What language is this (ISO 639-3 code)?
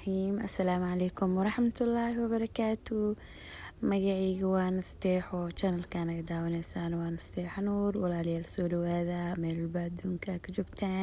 som